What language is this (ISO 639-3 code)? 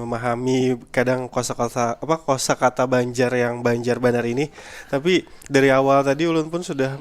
bjn